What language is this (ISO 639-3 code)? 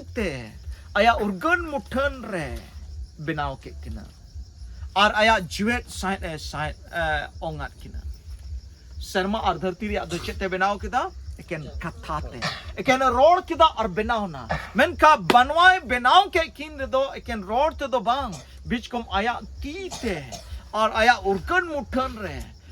sat